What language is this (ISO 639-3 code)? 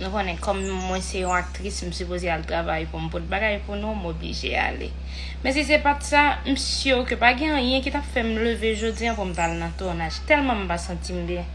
hat